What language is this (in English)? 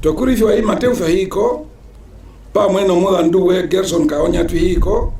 Herero